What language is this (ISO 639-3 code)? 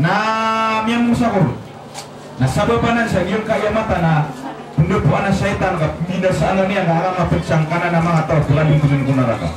mrw